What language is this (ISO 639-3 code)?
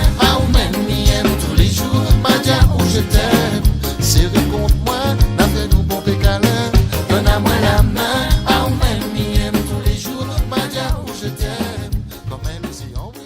rcf